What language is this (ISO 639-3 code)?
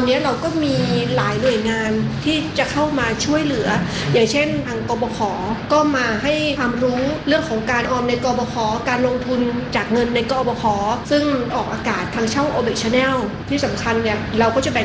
tha